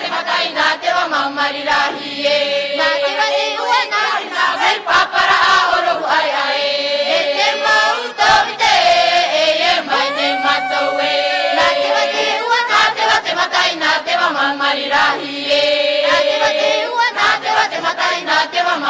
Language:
Tahitian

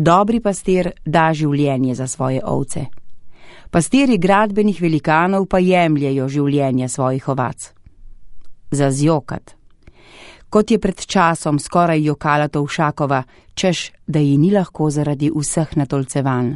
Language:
Slovenian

